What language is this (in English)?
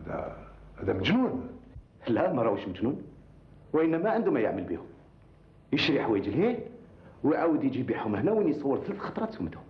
Algerian Arabic